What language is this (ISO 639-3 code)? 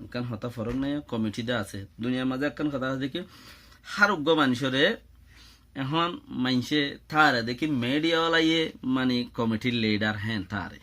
rhg